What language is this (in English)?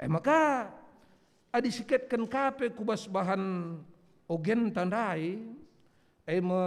Batak Karo